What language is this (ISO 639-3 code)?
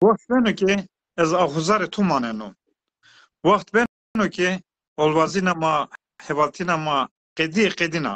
zza